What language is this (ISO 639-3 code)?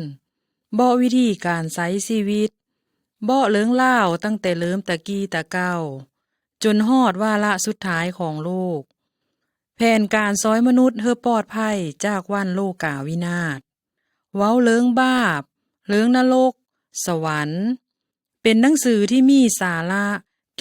lao